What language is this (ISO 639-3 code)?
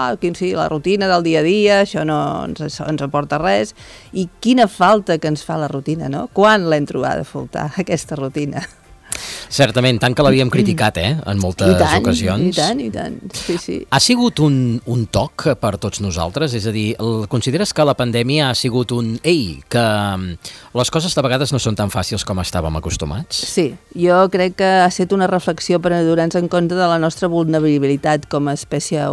cat